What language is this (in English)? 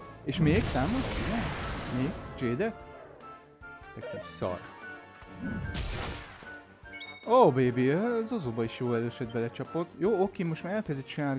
Hungarian